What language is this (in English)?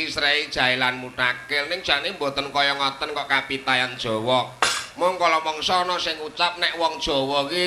Javanese